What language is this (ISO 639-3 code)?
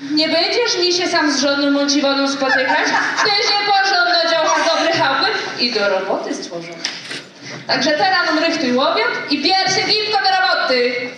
szl